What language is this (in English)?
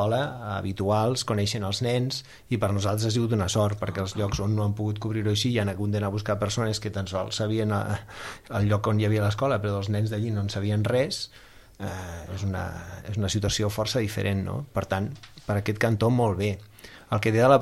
Catalan